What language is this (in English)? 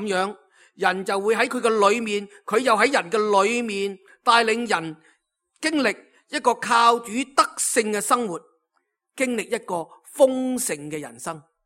Cantonese